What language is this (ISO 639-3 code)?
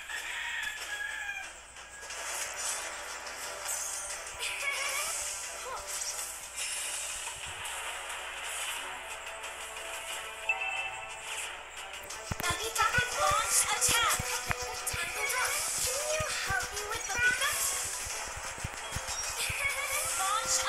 eng